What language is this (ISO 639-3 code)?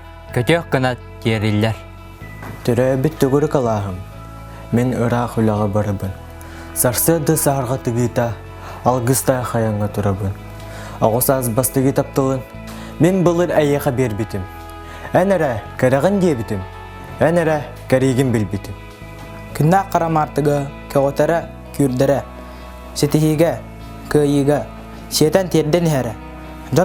sah